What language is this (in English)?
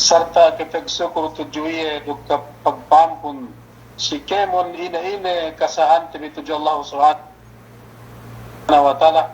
Yakan